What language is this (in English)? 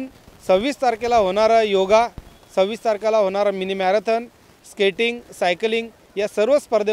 Marathi